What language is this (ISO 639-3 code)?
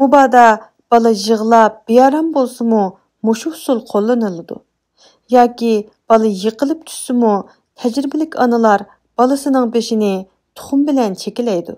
uig